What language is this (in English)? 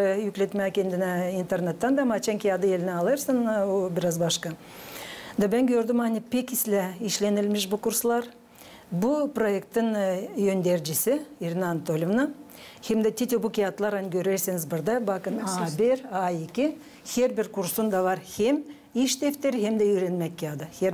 Gagauz